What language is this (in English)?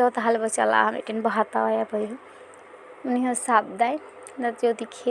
Santali